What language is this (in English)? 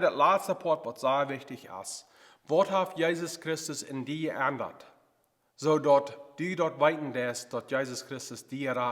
Plautdietsch